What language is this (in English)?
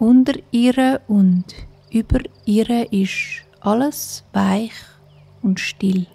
Swiss German